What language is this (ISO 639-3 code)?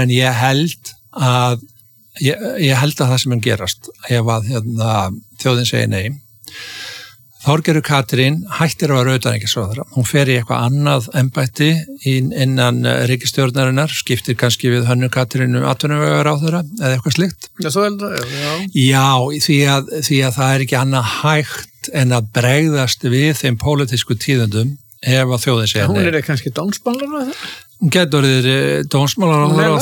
isl